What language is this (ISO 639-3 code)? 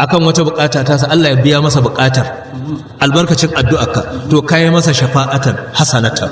hau